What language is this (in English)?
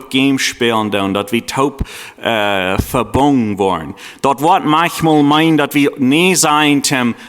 Plautdietsch